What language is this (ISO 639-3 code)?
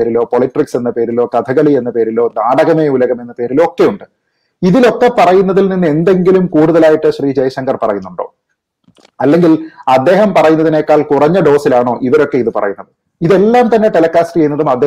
mal